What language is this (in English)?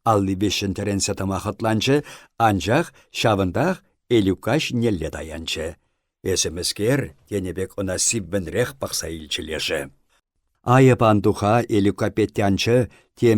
Chuvash